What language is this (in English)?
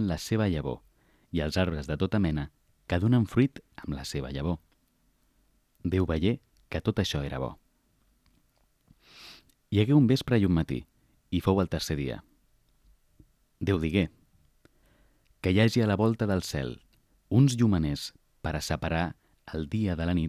Catalan